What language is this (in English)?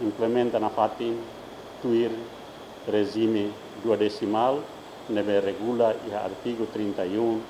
Tetum